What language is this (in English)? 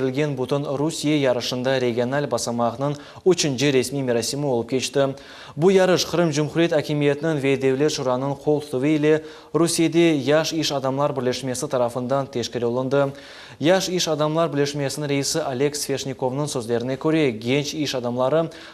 Crimean Tatar